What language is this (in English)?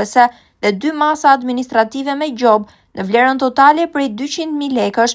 Albanian